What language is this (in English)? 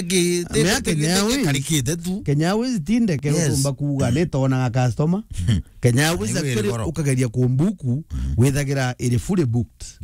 Meru